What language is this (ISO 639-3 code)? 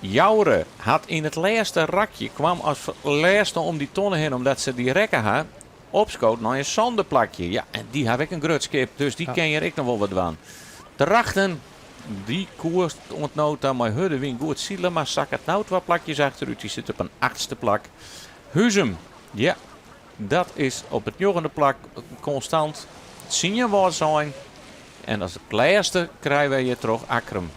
fry